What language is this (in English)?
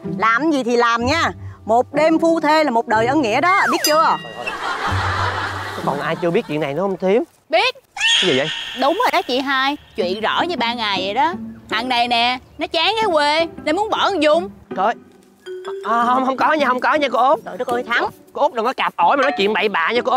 Vietnamese